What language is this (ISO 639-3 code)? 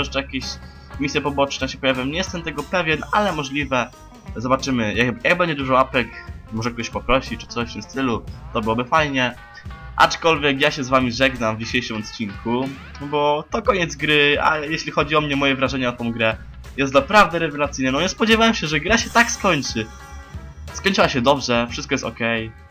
pol